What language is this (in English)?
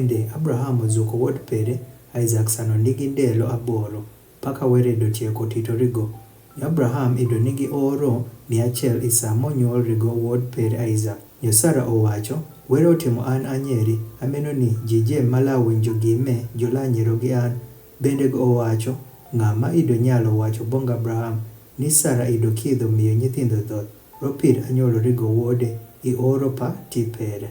Adhola